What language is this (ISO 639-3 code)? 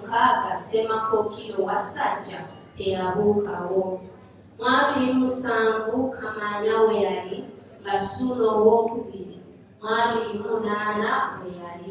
lug